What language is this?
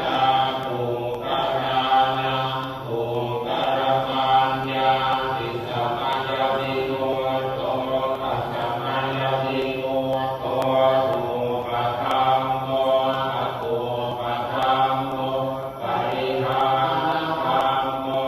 Pali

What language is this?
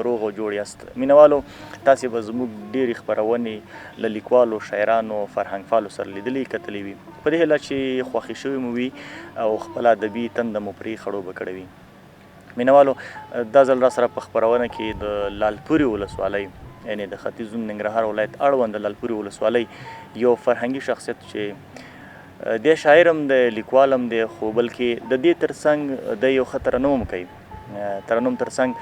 Pashto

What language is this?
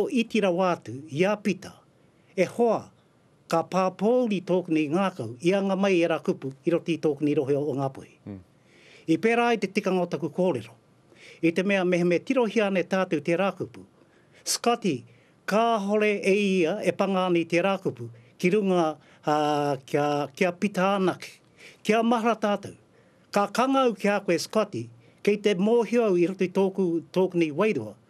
Māori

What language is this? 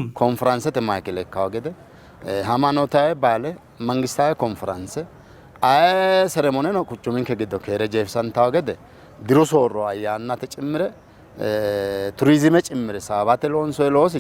Sidamo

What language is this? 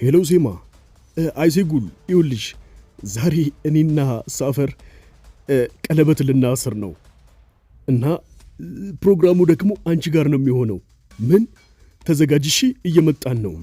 Amharic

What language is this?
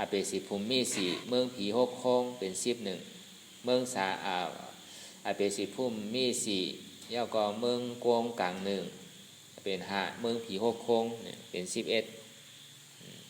Shan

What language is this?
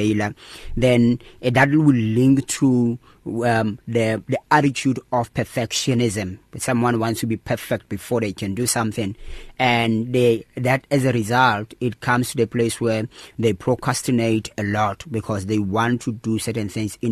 English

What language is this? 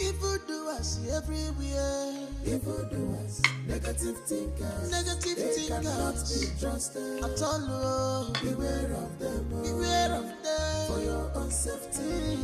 Nigerian Pidgin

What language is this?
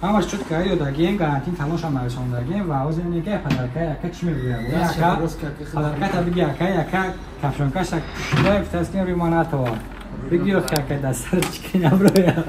Tajik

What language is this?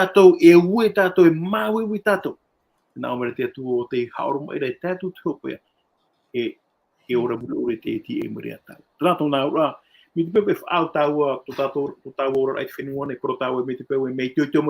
Tahitian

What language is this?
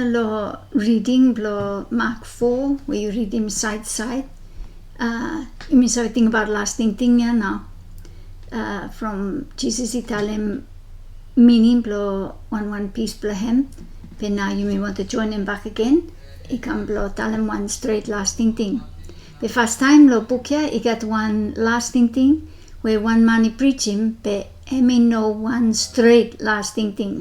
Bislama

